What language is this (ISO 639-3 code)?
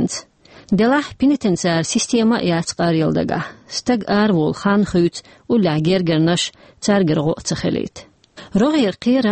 che